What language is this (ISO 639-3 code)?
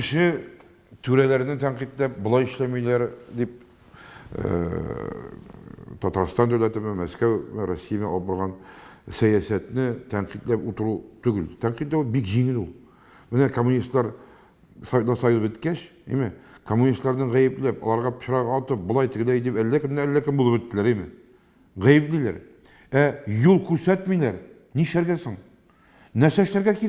tat